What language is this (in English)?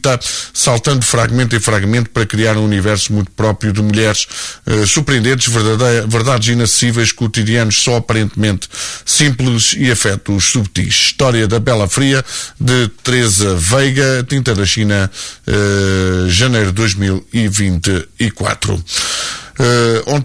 Portuguese